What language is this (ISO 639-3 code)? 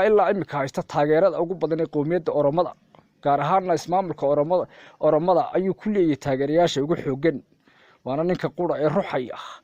som